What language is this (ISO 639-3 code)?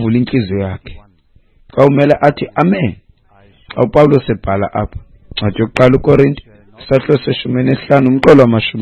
xho